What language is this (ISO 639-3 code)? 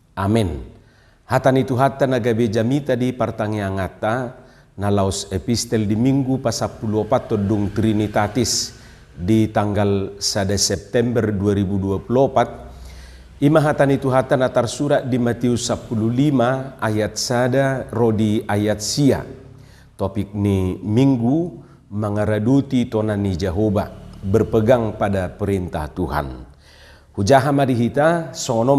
bbc